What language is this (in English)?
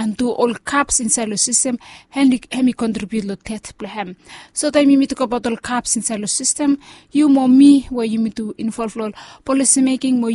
Bislama